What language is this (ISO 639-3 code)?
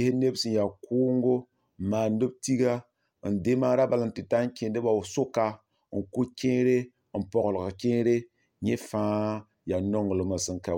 mos